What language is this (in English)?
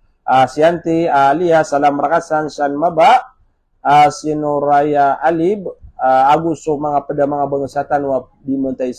Maranao